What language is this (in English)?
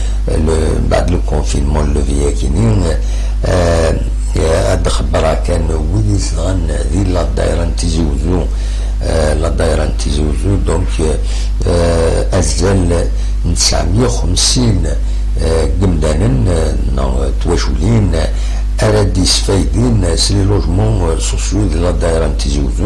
Kabyle